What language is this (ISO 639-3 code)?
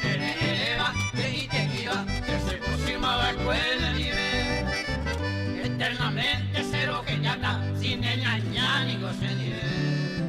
grn